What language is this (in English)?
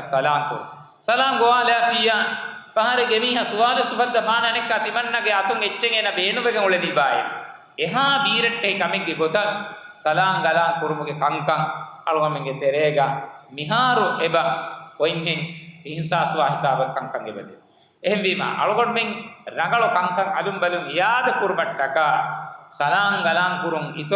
Divehi